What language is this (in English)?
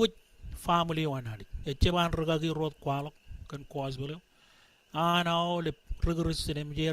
Marshallese